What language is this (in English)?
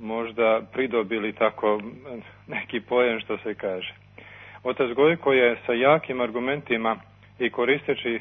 Serbian